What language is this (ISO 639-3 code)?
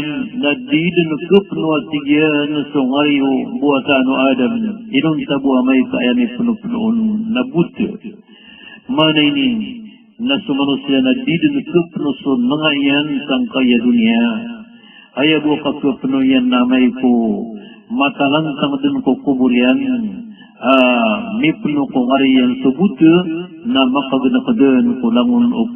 mrw